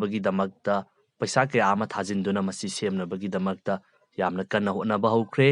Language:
Manipuri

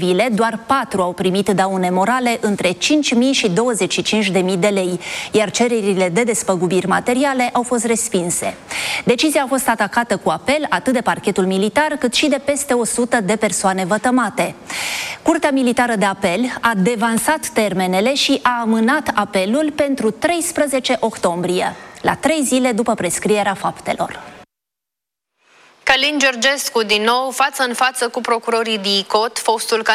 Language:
Romanian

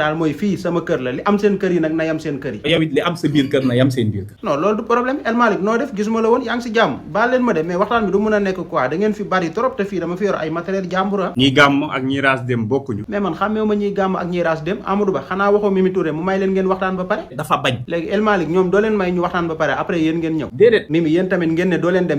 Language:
Wolof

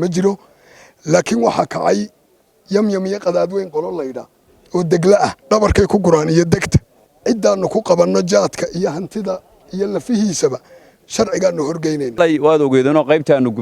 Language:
Somali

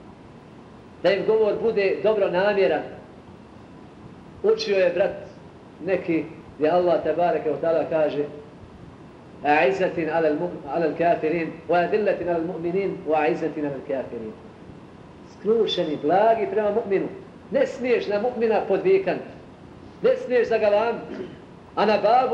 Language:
Bosnian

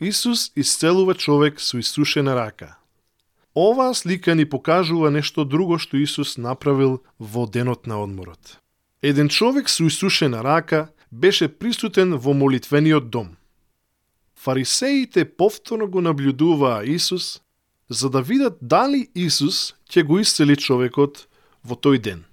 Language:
Macedonian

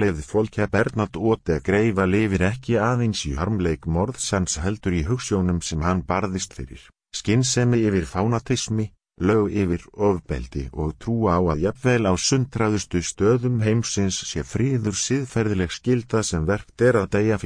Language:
Icelandic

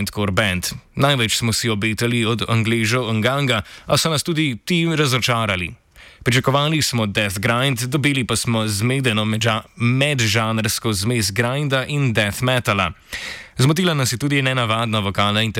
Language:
Slovenian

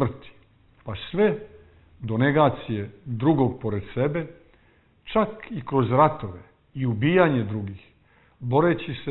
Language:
Serbian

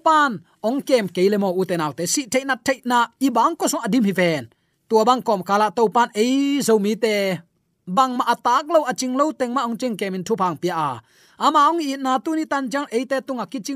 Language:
Tedim Chin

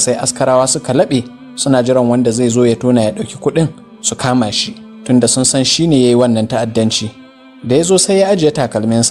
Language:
Hausa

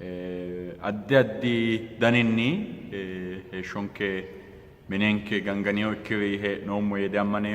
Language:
Sidamo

